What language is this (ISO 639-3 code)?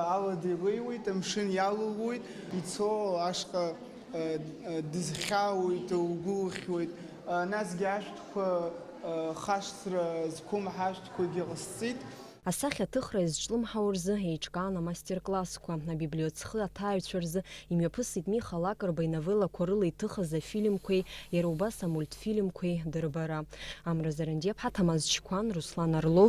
abk